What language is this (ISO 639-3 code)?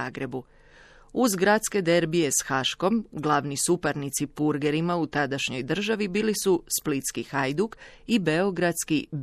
hrv